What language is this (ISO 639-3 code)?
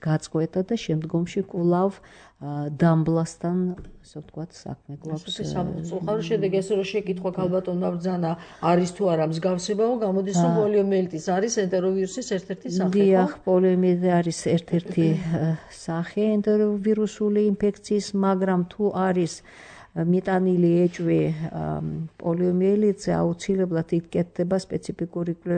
kat